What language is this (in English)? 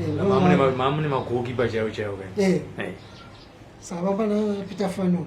Shona